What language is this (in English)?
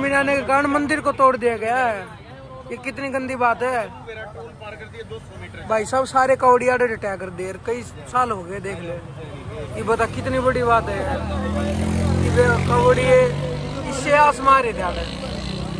Hindi